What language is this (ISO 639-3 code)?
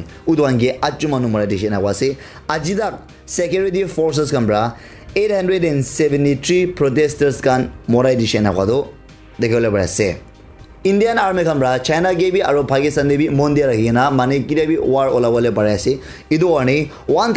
nag